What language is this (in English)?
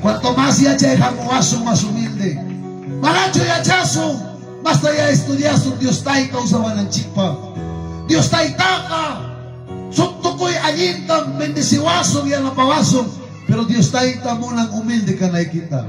Ayacucho Quechua